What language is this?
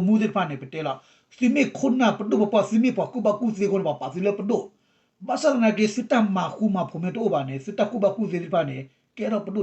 S'gaw Karen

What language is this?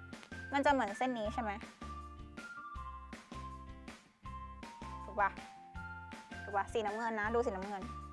Thai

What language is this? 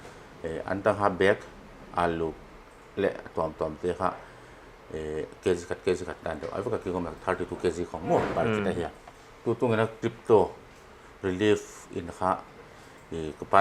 Paite Chin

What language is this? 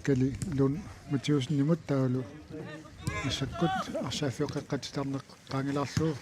Kalaallisut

